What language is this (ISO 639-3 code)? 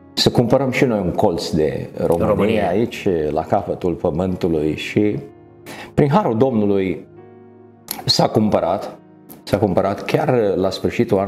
ron